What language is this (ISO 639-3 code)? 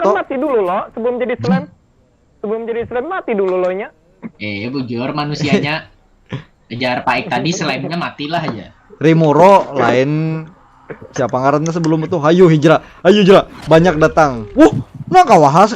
bjn